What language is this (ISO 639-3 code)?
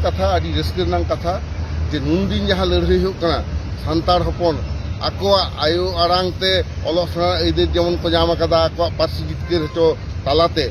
sat